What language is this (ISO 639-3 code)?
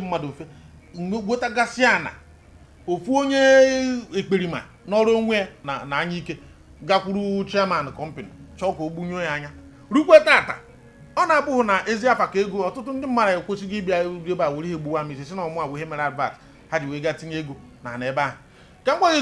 ibo